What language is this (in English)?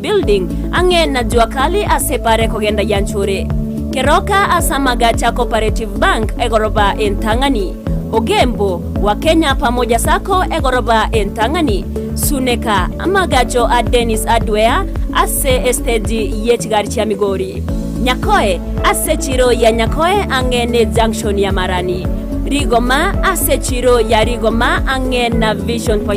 Gusii